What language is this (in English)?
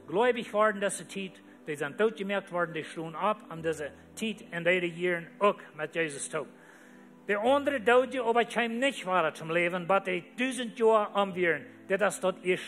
Plautdietsch